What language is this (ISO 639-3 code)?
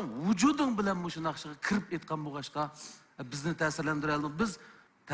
uig